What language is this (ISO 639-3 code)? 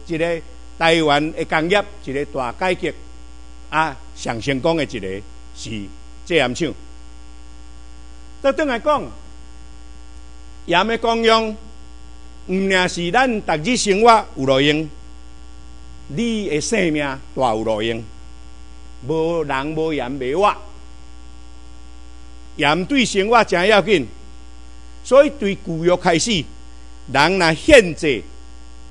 nan